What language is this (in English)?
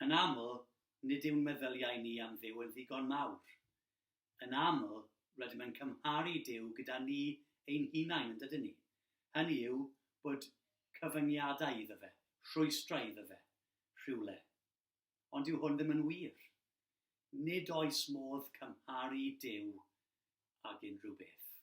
Welsh